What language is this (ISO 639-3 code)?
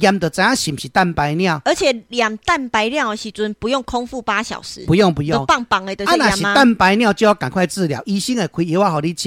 nan